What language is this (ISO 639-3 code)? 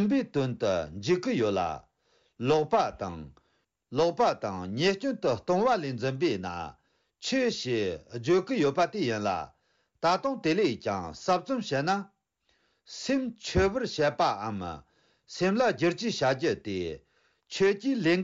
bod